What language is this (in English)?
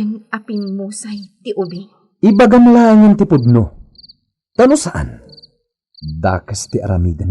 Iloko